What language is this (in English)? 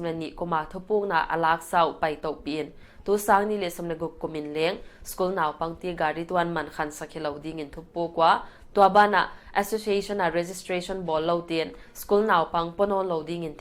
Paite Chin